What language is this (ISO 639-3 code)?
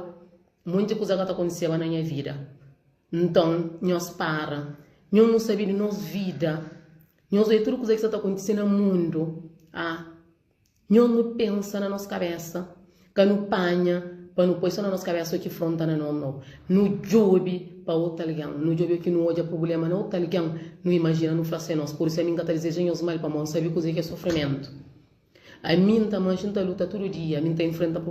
kea